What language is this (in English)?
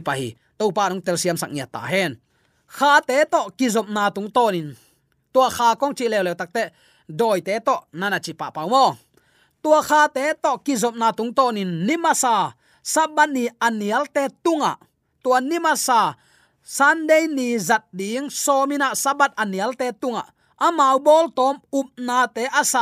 Tedim Chin